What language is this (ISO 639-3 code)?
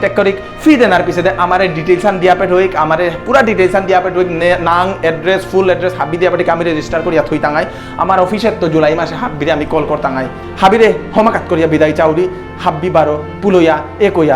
bpy